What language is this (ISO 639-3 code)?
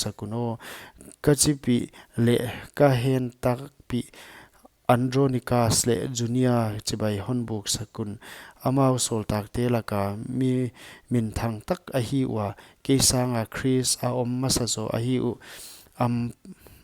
pck